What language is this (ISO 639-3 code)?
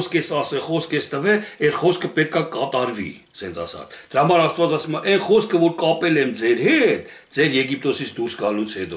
hye